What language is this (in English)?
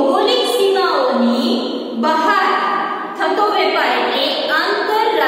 Gujarati